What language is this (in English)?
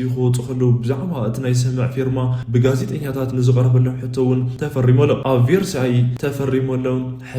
Tigrinya